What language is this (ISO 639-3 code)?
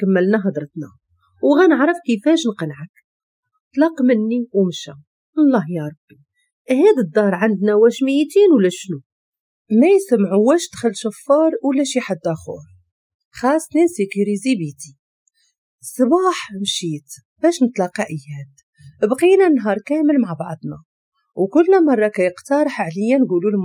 ary